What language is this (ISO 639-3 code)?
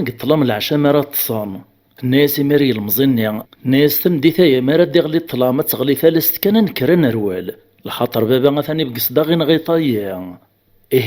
kab